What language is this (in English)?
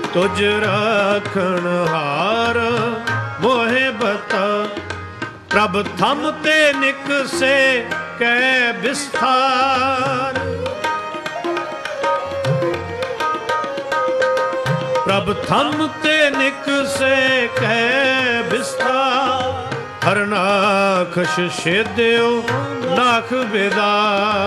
Punjabi